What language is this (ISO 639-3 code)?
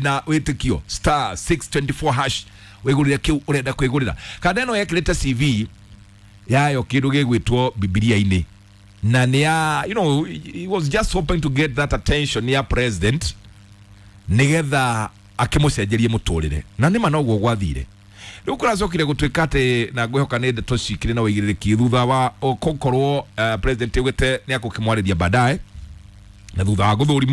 kik